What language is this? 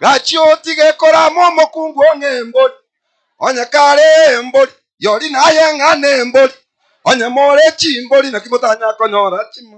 Gusii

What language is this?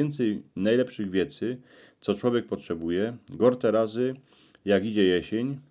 Silesian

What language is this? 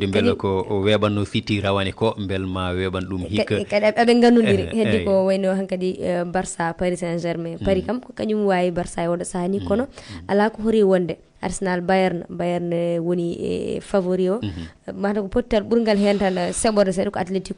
Fula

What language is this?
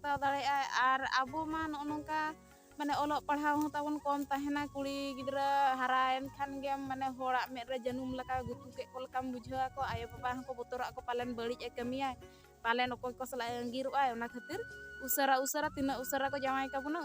Santali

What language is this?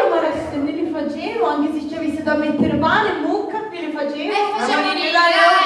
Sicilian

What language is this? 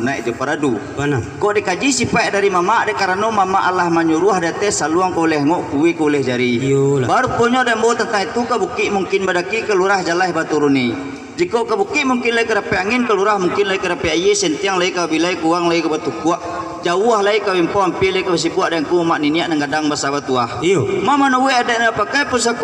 Minangkabau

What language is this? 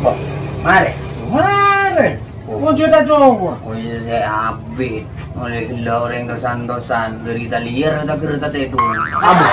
Madurese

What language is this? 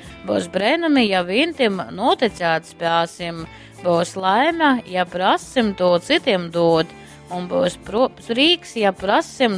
Latgalian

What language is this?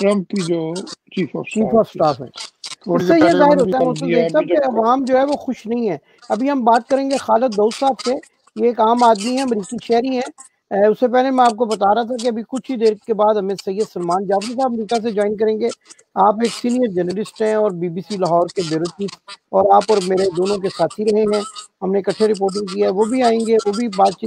Urdu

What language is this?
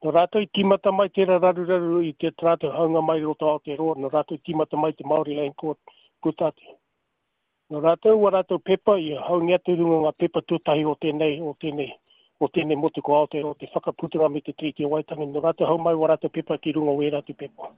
Māori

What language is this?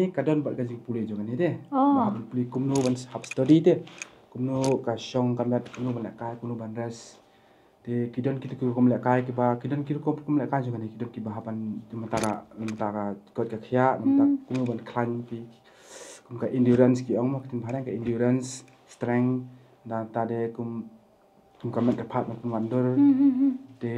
Khasi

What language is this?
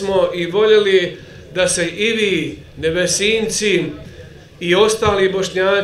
Bosnian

